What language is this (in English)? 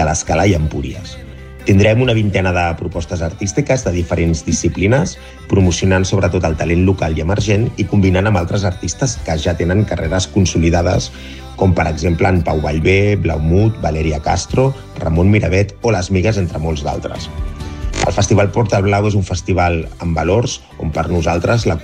Catalan